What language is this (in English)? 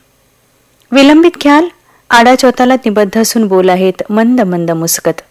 Marathi